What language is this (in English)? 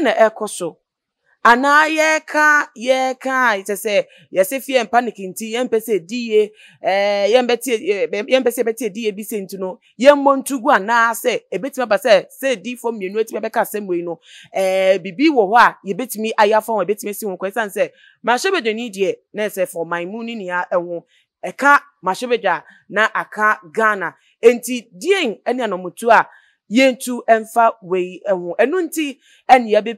Akan